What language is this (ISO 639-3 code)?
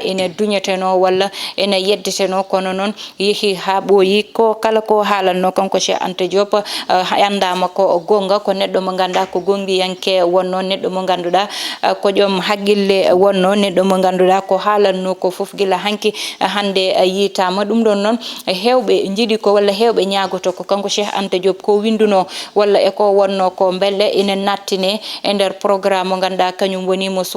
ful